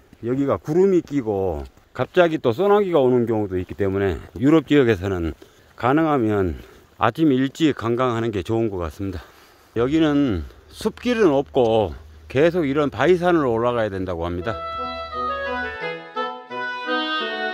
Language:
Korean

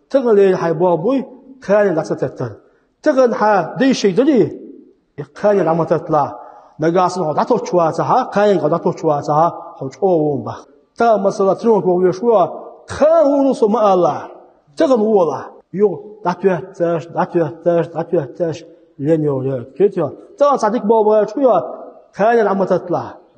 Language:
Chechen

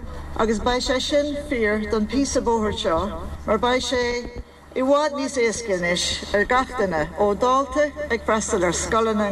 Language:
Irish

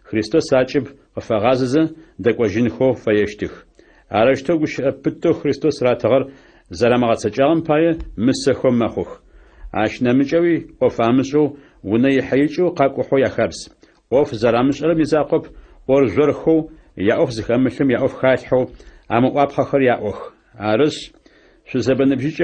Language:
Adyghe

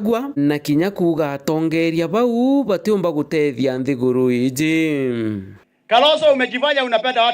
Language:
Meru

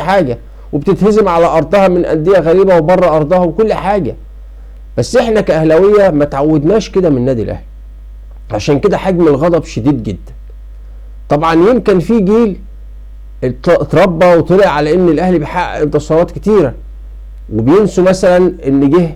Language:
Egyptian Arabic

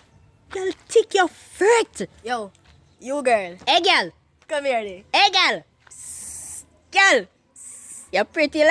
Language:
Jamaican Creole English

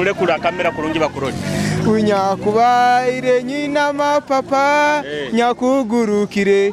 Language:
Nyoro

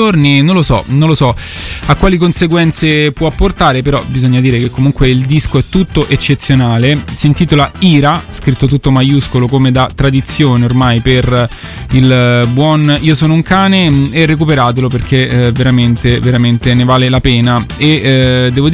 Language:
Italian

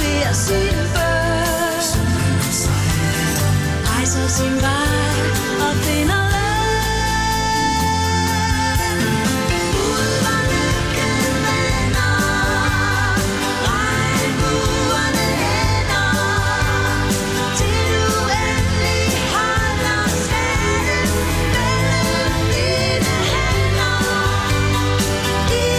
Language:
Danish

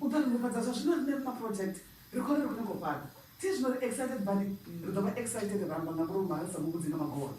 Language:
Venda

